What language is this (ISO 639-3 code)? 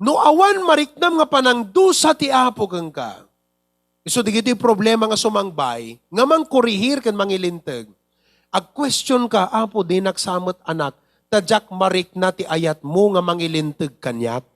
ilo